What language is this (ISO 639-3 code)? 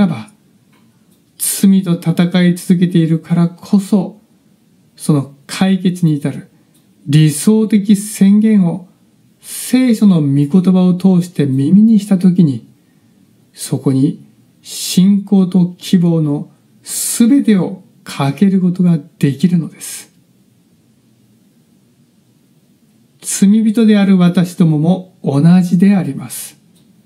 jpn